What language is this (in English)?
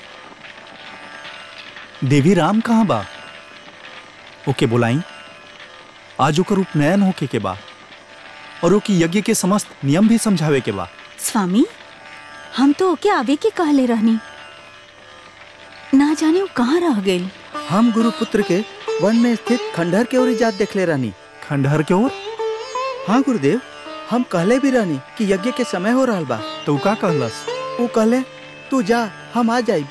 Bhojpuri